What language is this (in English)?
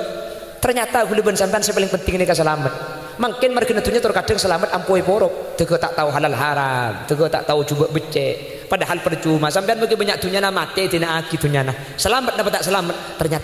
Madurese